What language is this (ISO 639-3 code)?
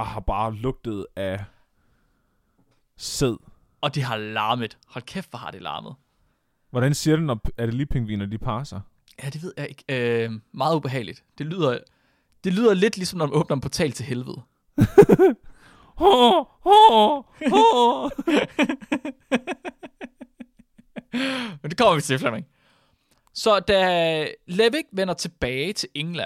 dan